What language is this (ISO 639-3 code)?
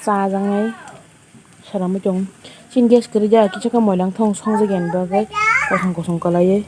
trp